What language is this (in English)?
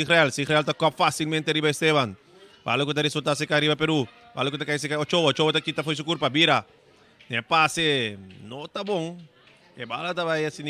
Papiamento